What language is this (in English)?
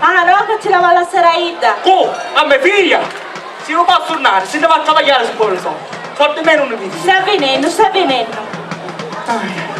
Sicilian